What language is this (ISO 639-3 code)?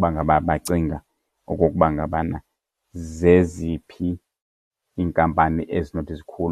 xho